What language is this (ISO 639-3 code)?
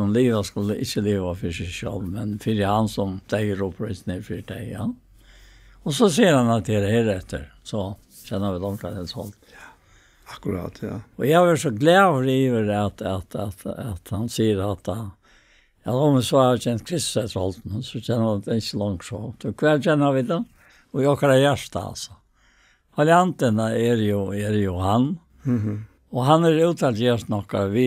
fao